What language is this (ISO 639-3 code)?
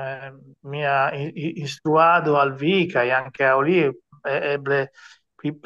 epo